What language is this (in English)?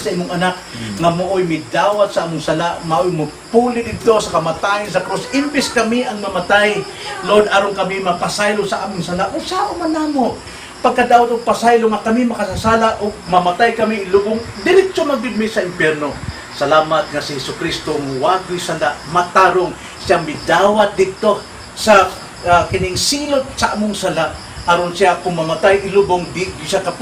Cebuano